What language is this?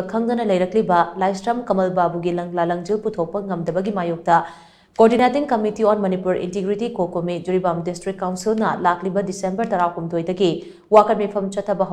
Manipuri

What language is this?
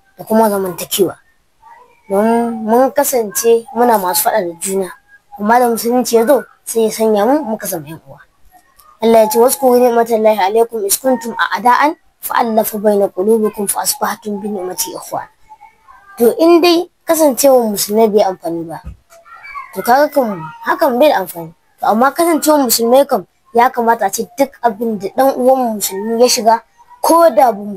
Hausa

